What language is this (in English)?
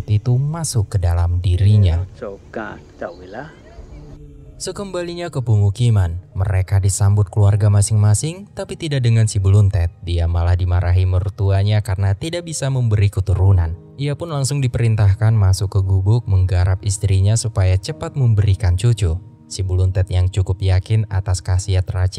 Indonesian